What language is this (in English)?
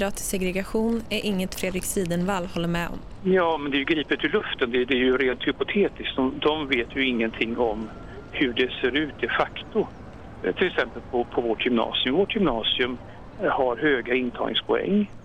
Swedish